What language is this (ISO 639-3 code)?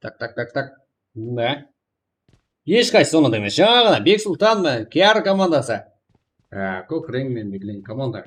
kaa